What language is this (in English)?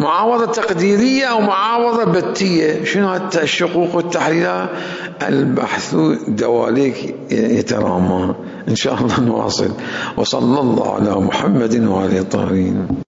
Mesopotamian Arabic